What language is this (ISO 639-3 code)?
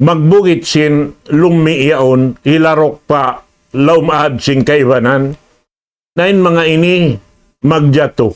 tsg